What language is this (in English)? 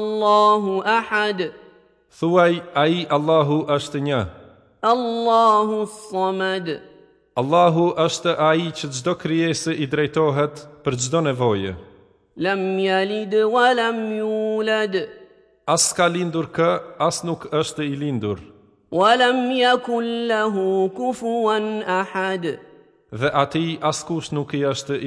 Albanian